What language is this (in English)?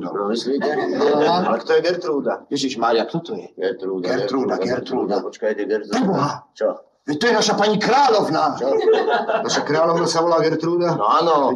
Slovak